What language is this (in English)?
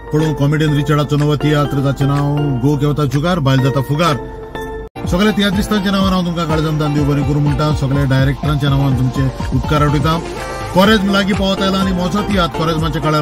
Konkani